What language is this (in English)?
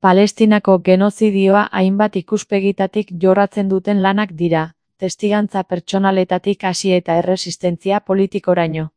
Basque